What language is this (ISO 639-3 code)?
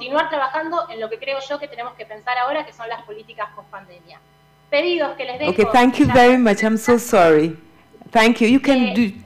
spa